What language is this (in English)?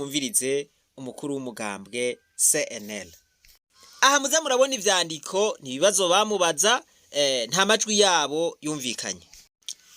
Rundi